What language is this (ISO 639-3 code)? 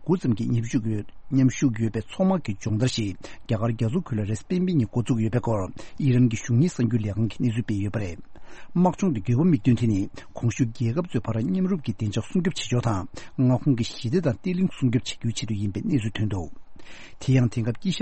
bod